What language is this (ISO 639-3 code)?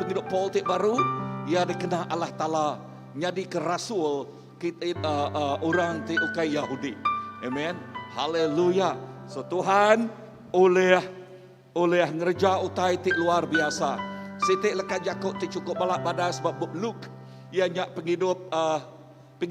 iba